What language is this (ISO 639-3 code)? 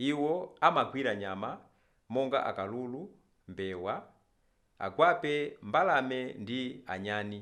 nya